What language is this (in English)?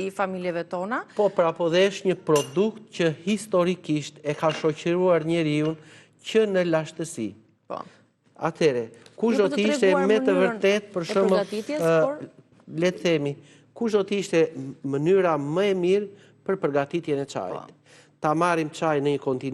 Albanian